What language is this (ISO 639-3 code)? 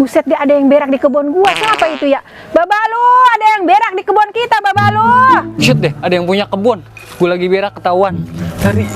bew